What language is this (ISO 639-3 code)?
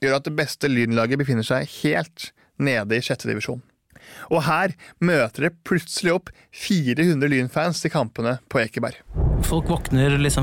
nor